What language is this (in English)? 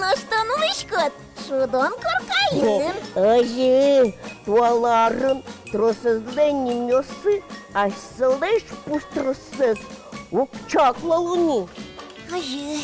Udmurt